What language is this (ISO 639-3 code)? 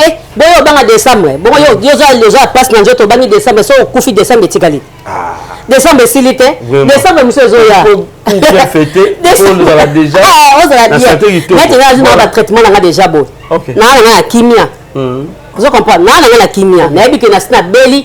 lin